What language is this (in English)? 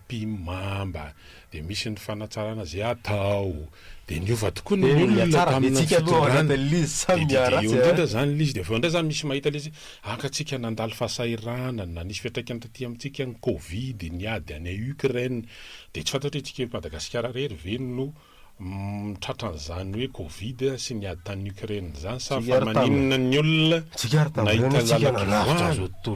Malagasy